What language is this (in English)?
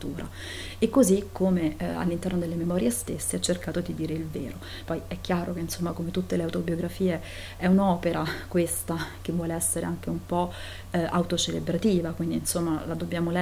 Italian